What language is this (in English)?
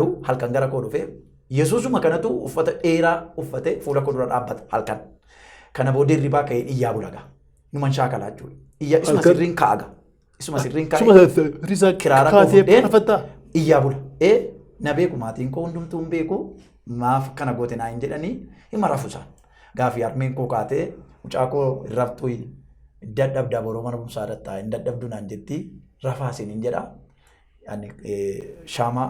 Oromo